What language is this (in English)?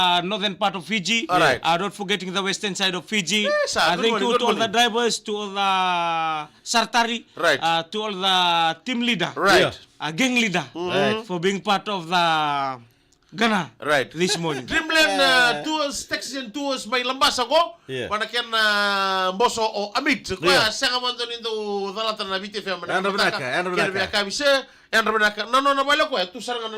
Fijian